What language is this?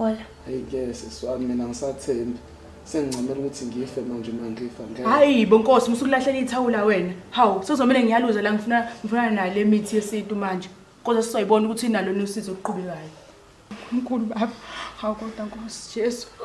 Zulu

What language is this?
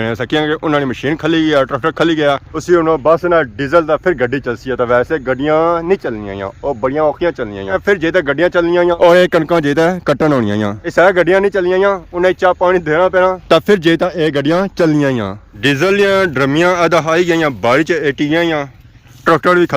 Pahari-Potwari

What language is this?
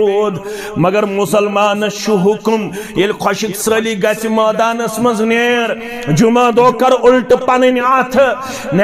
Kashmiri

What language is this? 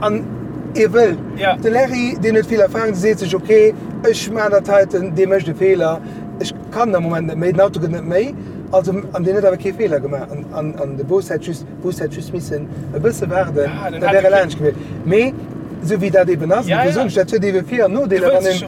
Luxembourgish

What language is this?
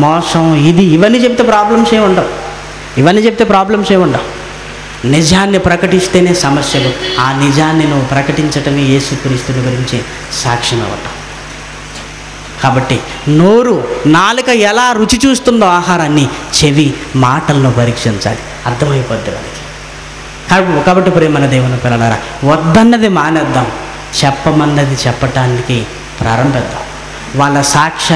Telugu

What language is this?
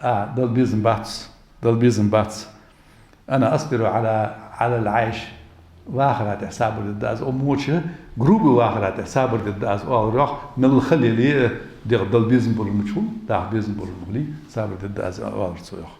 Ingush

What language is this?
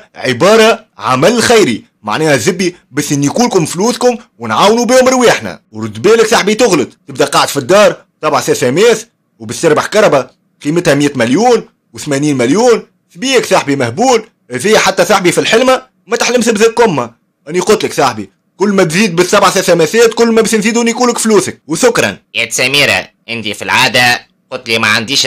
Tunisian Arabic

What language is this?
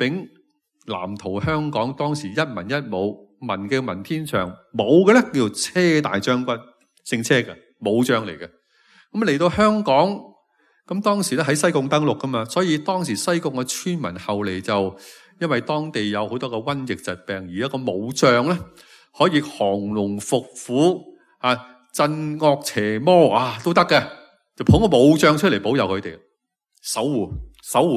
Cantonese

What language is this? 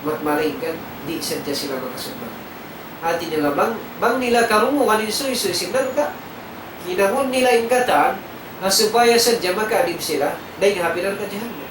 Tausug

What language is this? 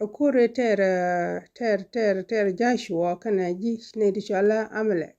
Nuer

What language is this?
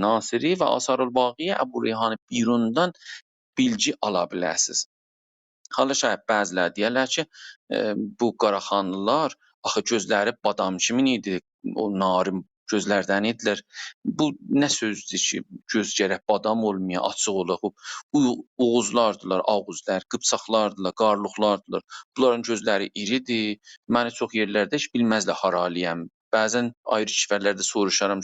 South Azerbaijani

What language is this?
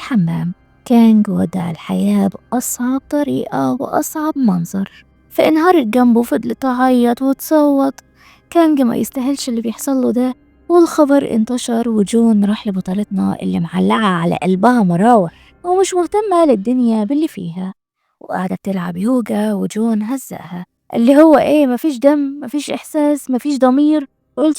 Egyptian Arabic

